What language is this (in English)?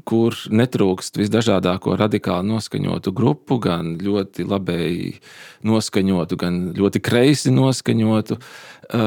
Latvian